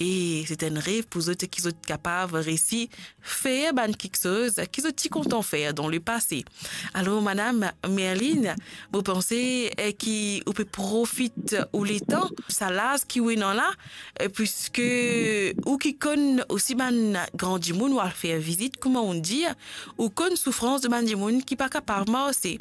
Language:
Morisyen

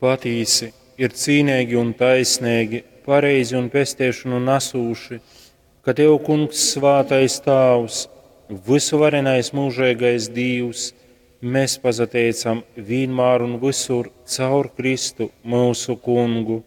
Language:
Latgalian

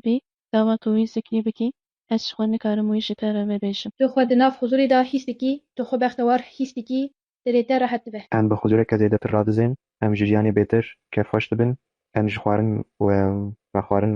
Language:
Kurdish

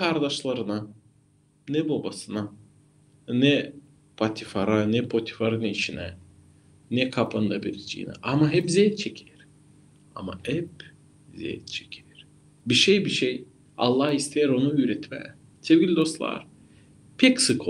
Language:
Gagauz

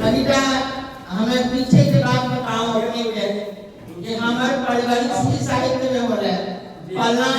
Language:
Angika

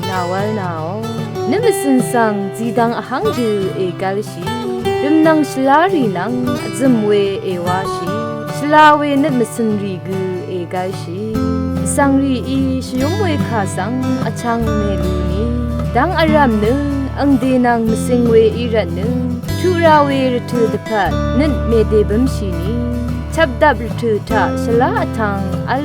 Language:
Rawang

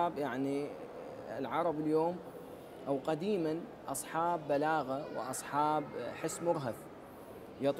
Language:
Arabic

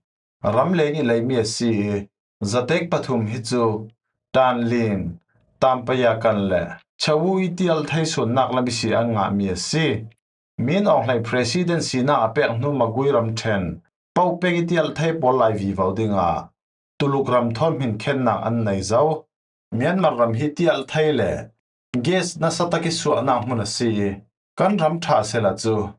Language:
Falam Chin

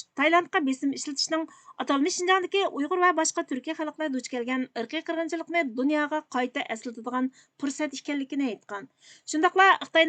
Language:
Uyghur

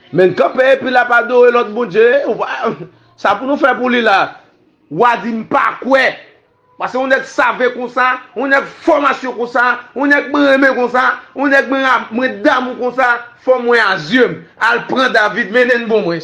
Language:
Haitian Creole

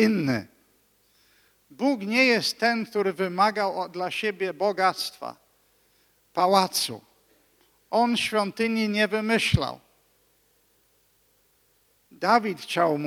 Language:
Polish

